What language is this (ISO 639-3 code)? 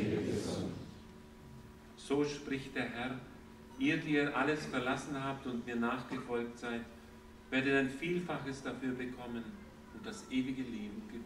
deu